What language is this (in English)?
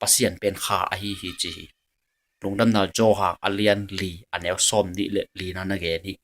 Tedim Chin